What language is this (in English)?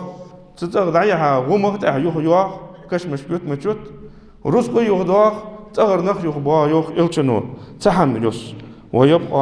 Ingush